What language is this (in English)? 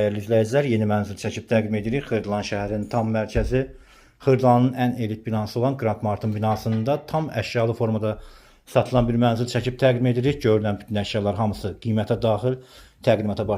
Azerbaijani